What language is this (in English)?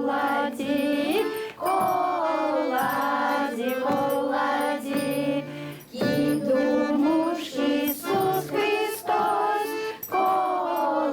Gagauz